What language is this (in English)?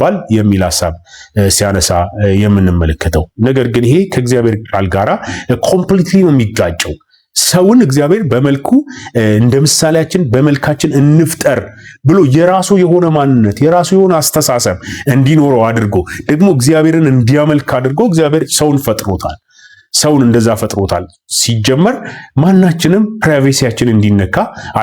Amharic